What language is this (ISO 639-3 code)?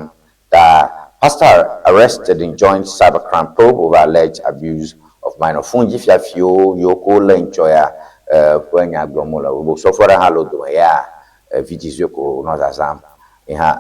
ewe